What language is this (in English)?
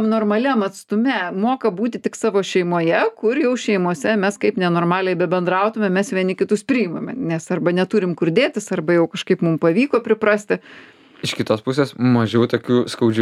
Lithuanian